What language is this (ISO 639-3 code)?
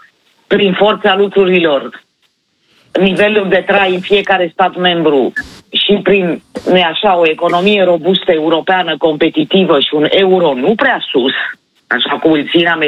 ron